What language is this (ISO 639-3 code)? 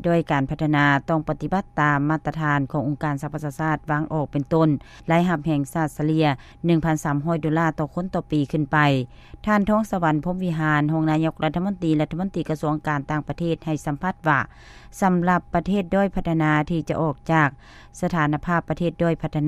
lao